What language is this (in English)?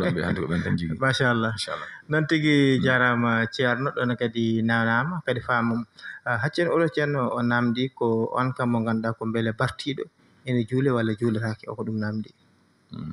Fula